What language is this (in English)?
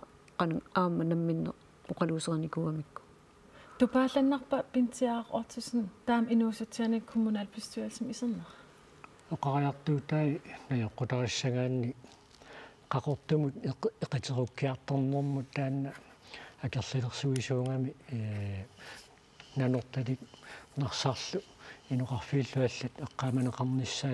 Kalaallisut